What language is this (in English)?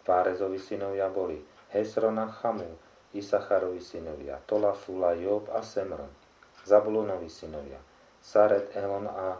Slovak